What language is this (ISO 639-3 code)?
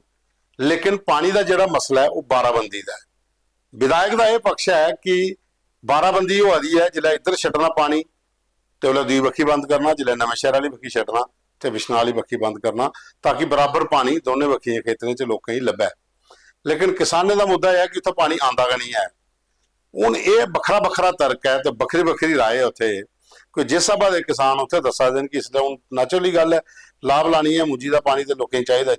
doi